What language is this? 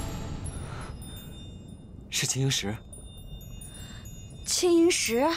Chinese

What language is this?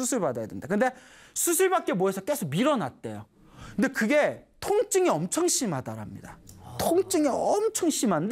Korean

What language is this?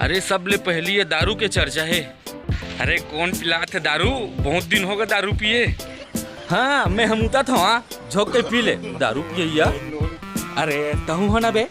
Chhattisgarhi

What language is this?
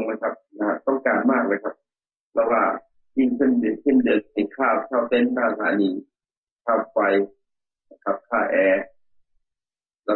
Thai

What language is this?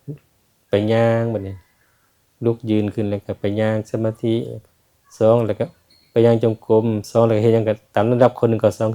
Lao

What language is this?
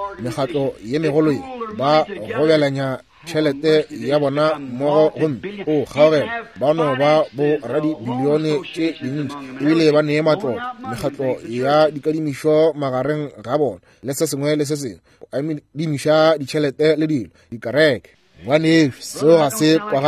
Northern Sotho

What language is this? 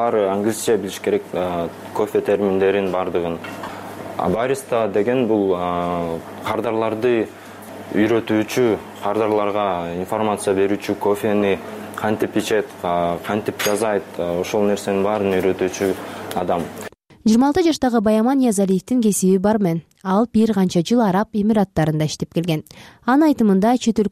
Kyrgyz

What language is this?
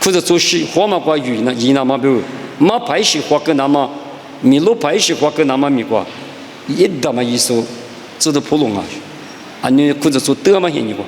Lisu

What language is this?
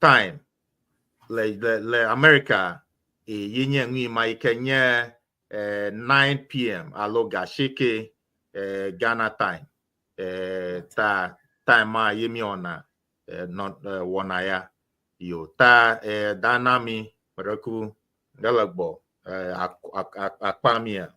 Ewe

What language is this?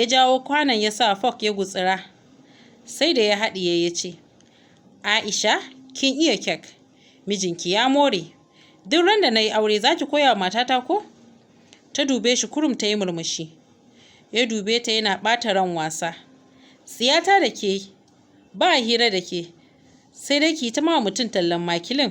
Hausa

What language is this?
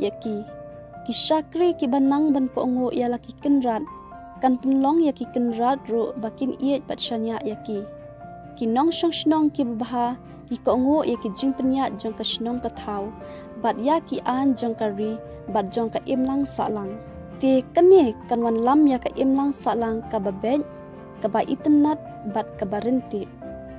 Khasi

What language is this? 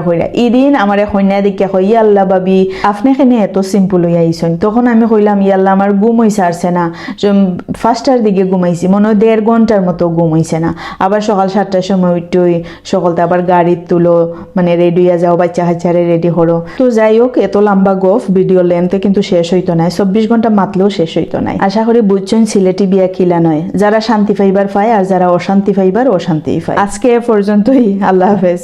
Sylheti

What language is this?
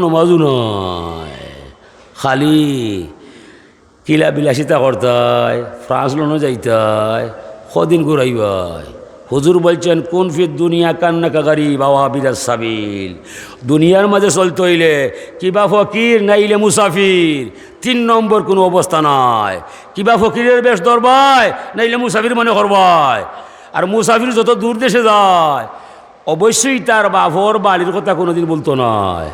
Sylheti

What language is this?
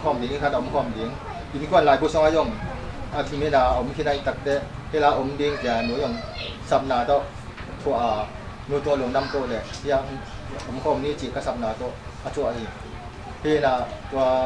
Tedim Chin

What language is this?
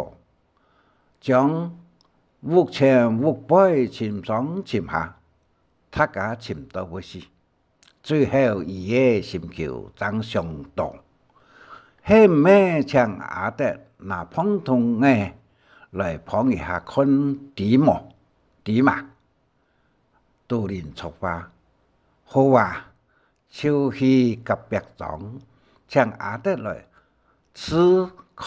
Hakka Chinese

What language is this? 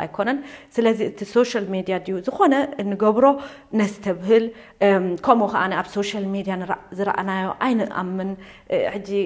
Tigrinya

